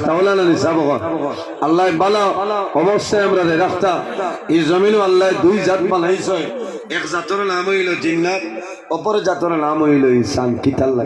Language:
Sylheti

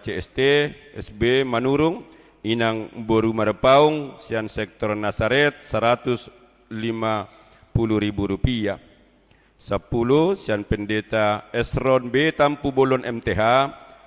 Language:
Batak Toba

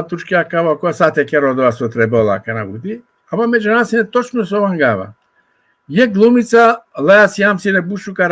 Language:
Balkan Romani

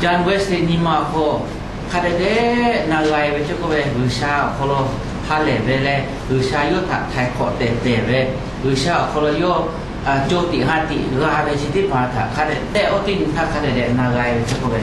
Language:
Lahu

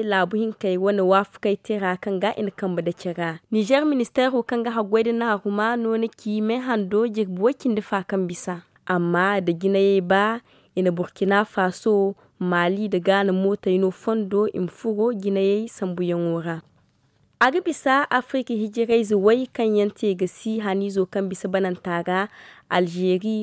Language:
Zarma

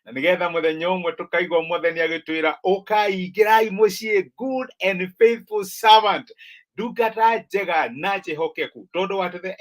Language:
Kikuyu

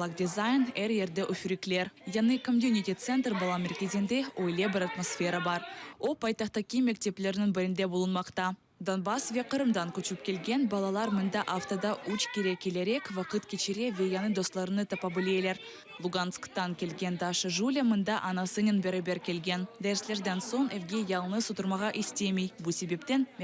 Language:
Crimean Tatar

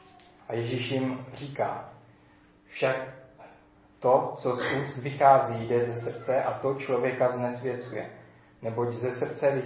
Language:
Czech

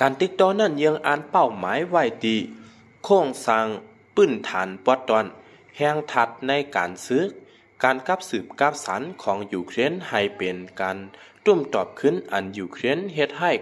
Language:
Lao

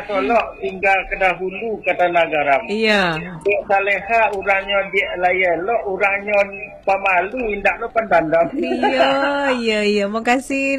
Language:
Minangkabau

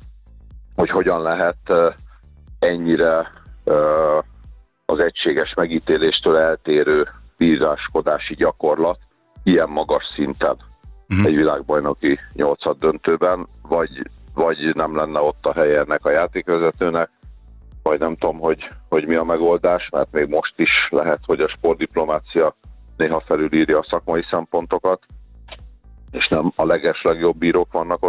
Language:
Hungarian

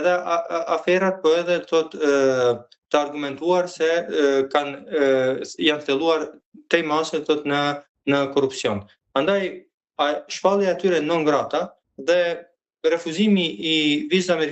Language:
Albanian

